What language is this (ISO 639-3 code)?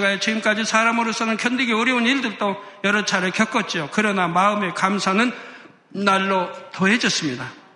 kor